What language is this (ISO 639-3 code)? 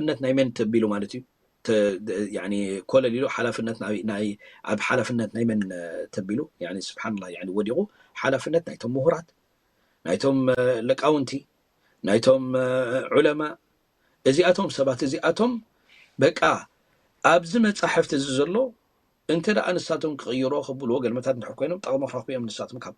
tir